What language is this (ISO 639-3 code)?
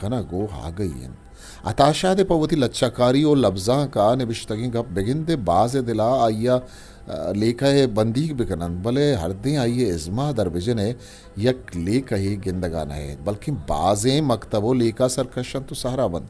bgp